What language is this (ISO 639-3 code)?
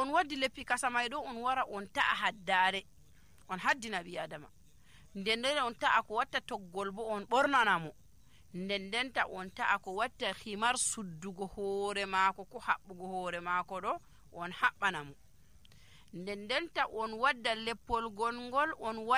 fuv